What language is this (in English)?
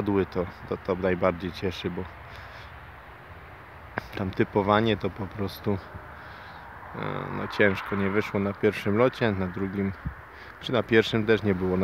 Polish